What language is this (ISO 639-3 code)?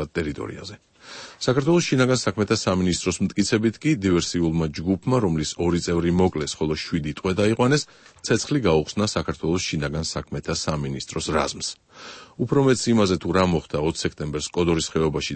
kat